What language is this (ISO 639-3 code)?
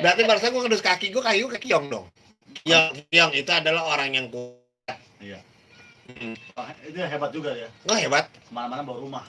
bew